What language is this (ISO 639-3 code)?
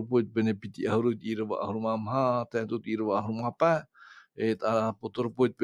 tah